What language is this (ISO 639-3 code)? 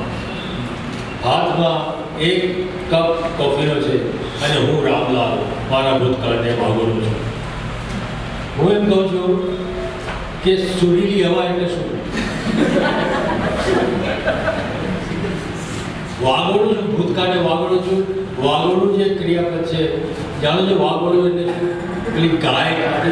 guj